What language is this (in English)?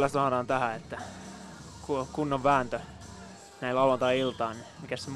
Finnish